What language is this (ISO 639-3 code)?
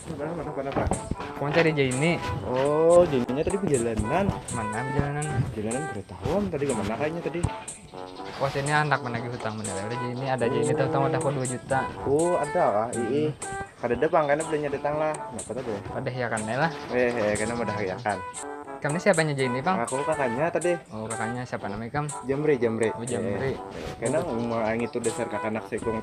bjn